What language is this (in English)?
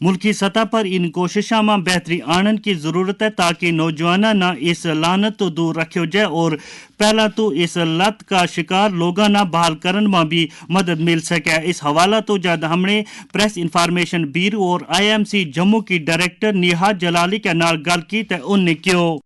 Gujari